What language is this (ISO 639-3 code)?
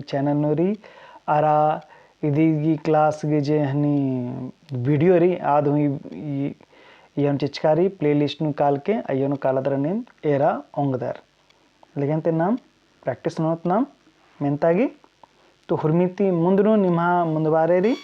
kru